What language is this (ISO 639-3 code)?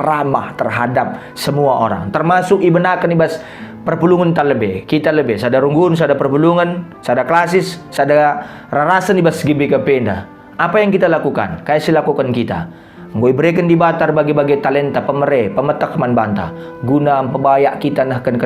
btx